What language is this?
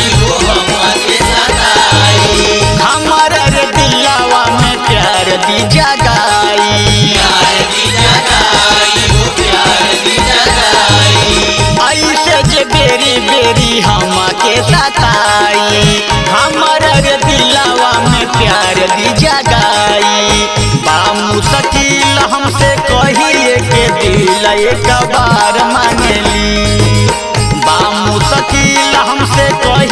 Bhojpuri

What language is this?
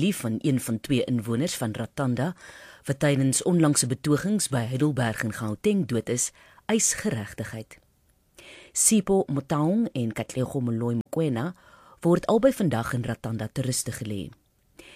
Afrikaans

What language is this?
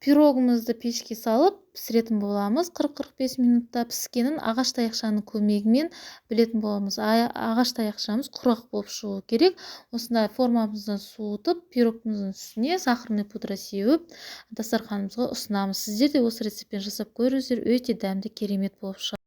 Kazakh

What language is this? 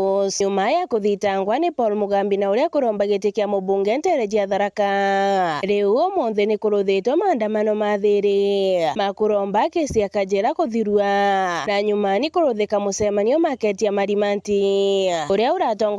Meru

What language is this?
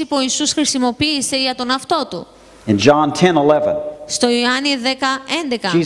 Greek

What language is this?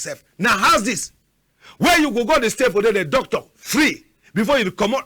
Cameroon Pidgin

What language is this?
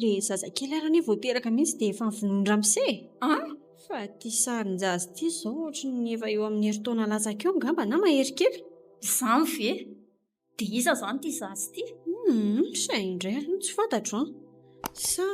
Malagasy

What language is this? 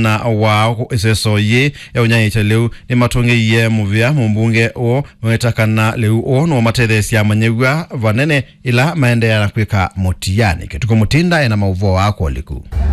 Kamba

